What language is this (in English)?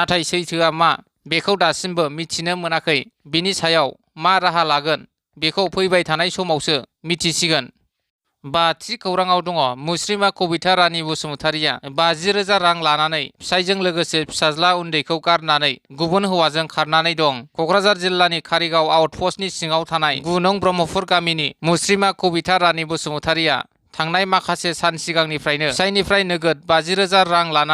Bodo